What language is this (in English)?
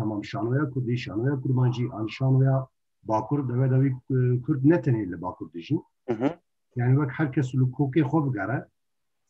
Kurdish